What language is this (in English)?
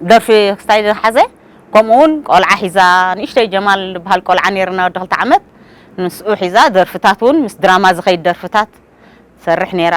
Tigrinya